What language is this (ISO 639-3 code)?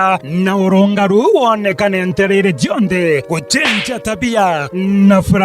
mer